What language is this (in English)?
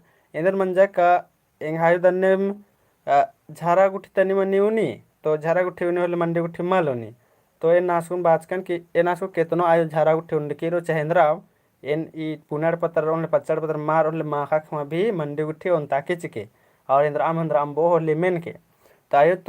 Kurukh